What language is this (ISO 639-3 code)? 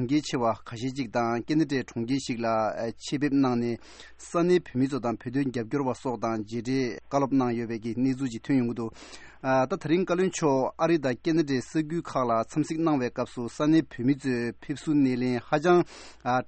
bod